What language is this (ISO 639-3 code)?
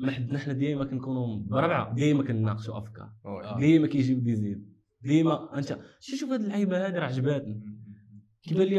ary